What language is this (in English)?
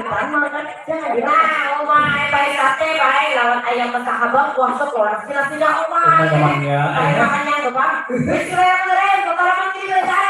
Banjar